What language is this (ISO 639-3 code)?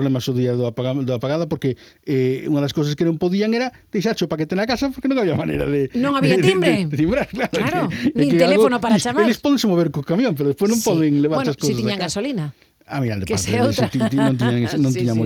glg